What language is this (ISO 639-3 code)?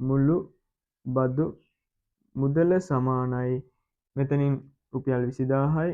sin